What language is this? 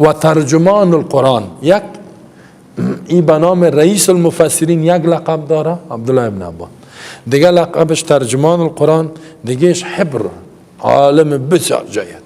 Persian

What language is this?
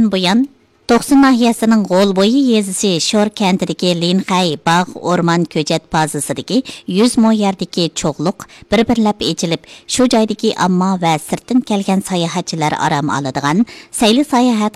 Uyghur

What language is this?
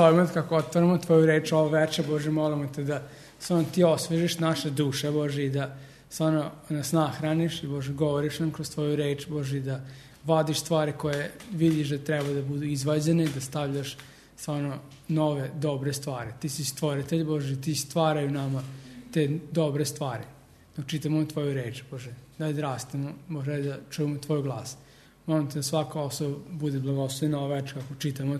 Serbian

